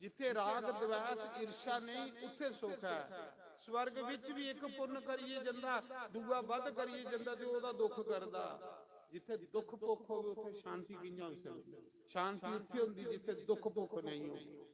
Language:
Dogri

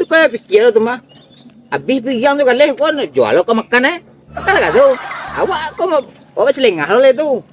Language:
Minangkabau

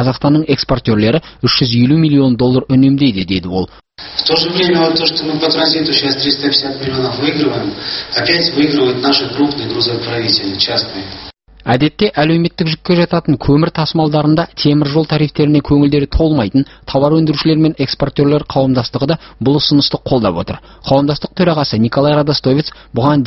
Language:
Kazakh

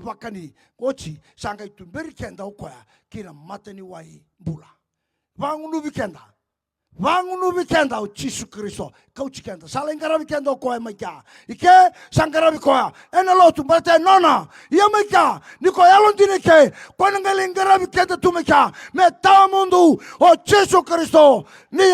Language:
Fijian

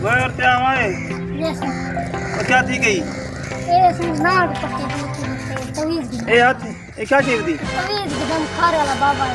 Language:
Saraiki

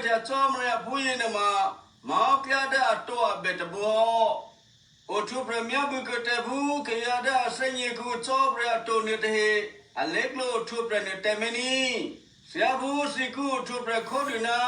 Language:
Eastern Kayah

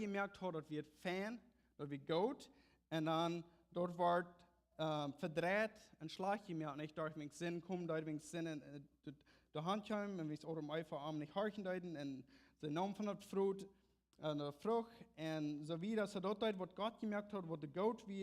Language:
Plautdietsch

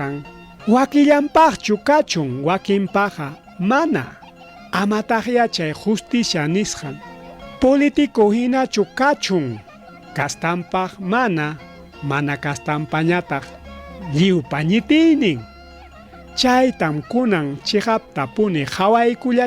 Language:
Ayacucho Quechua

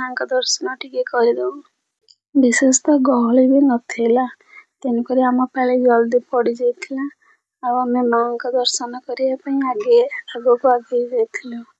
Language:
Odia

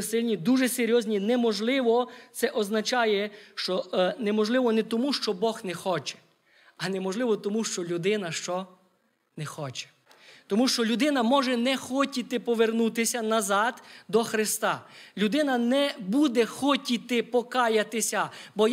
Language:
Ukrainian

